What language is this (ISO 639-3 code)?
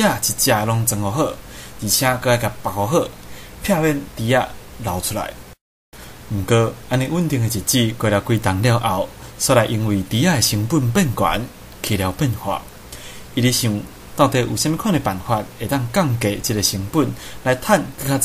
nan